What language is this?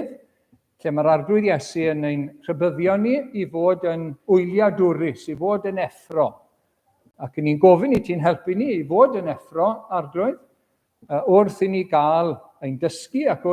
Welsh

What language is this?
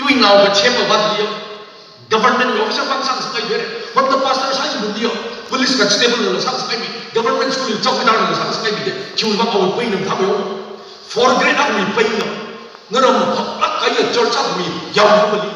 Tangkhul Naga (India)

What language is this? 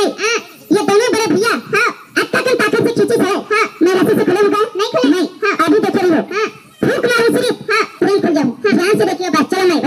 Chhattisgarhi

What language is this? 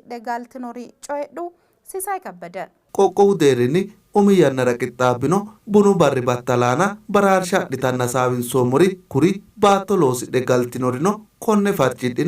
Sidamo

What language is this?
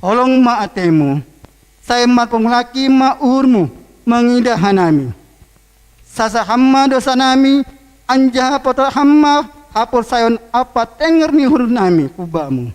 Batak Simalungun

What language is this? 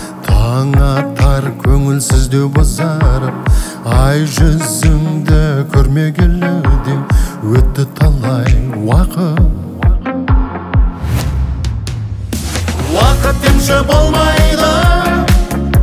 Kazakh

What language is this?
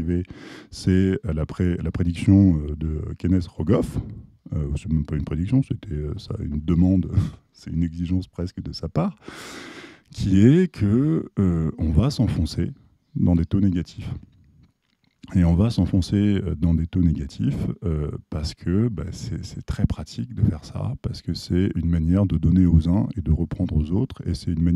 French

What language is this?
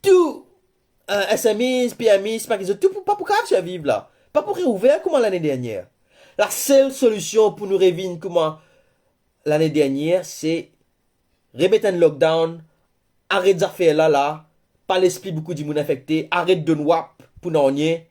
Morisyen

